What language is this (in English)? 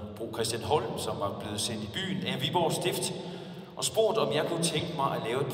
Danish